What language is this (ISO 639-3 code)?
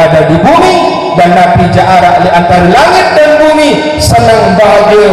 sas